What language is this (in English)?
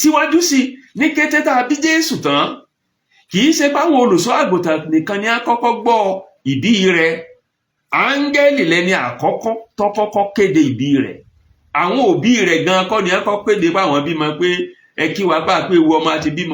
Yoruba